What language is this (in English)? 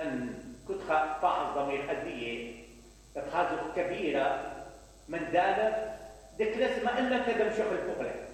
Mesopotamian Arabic